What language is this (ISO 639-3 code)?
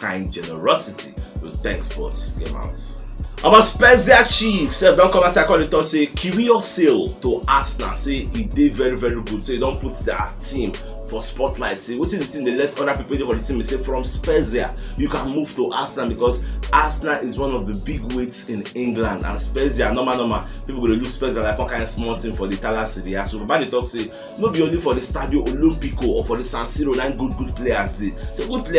pcm